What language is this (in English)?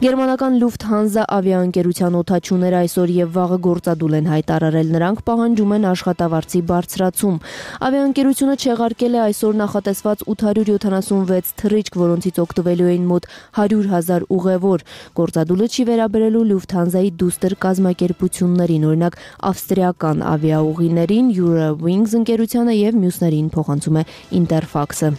Armenian